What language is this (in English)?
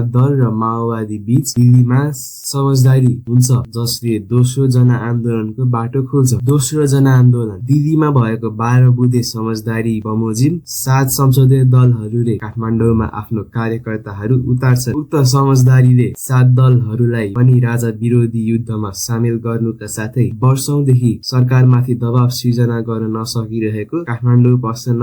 Nepali